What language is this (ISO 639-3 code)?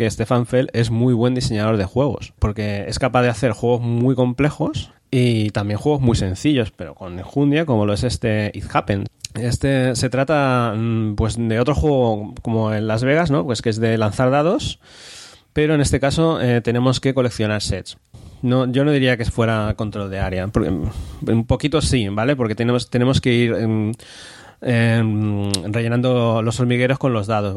spa